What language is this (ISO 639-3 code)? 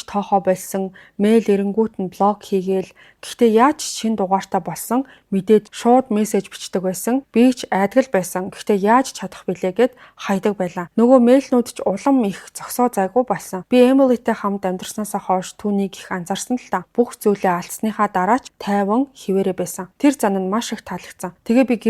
mon